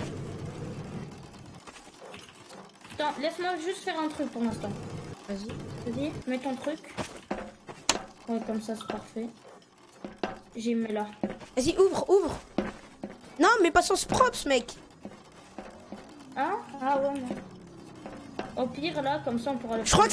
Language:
French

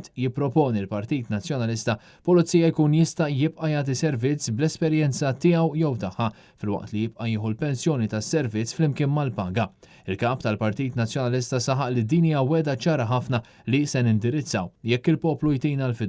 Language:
Maltese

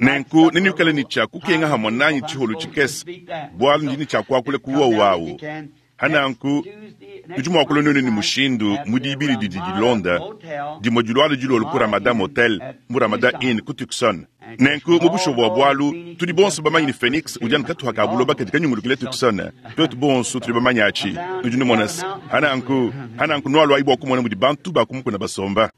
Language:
Luba-Lulua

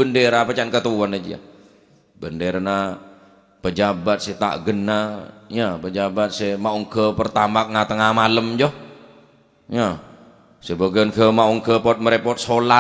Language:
Madurese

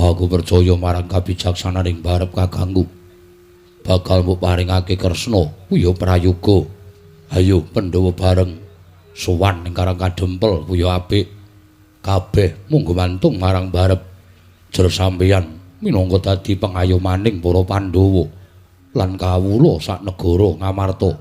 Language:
Javanese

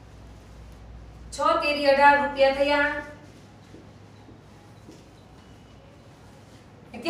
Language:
Gujarati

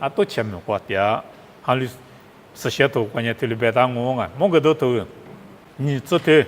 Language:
Lisu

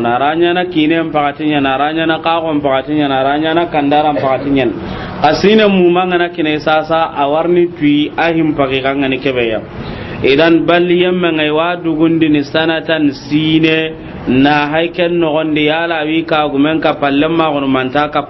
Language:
Soninke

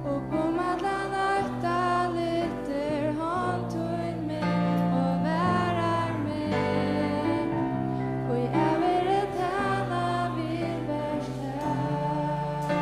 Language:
Faroese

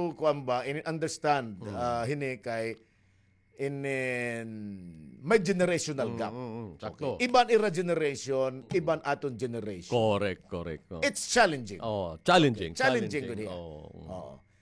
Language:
Waray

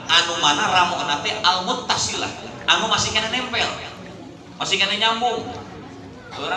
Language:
Sundanese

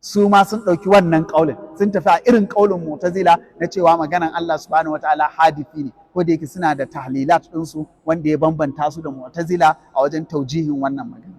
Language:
Hausa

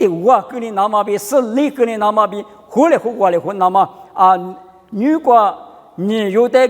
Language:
Lisu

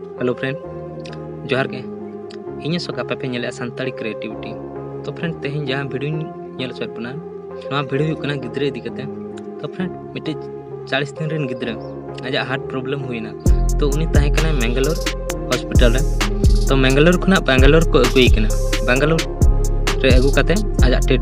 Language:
Santali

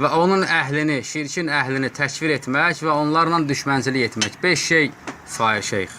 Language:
Azerbaijani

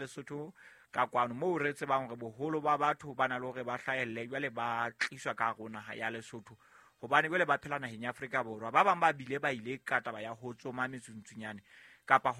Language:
Southern Sotho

